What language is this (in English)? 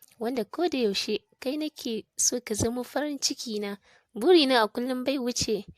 Hausa